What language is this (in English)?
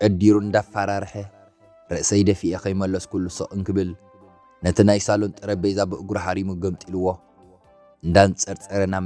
Tigrinya